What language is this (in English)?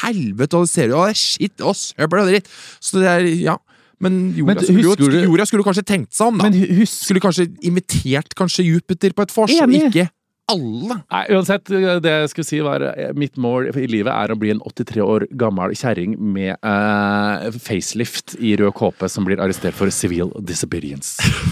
Norwegian